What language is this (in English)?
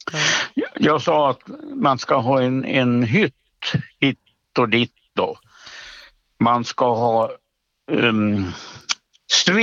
Swedish